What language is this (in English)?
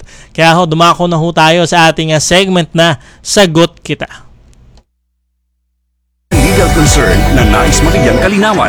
Filipino